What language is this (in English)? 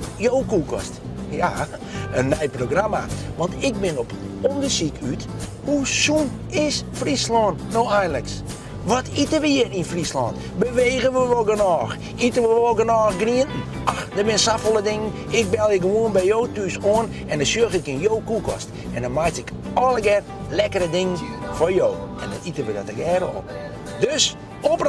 Western Frisian